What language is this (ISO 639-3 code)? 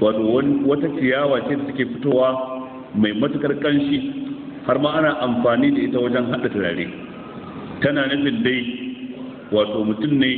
hau